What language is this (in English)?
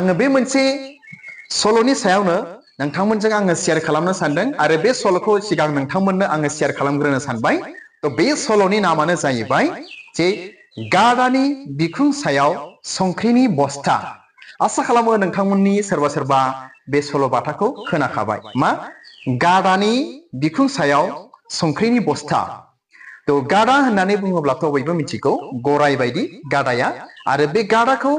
Bodo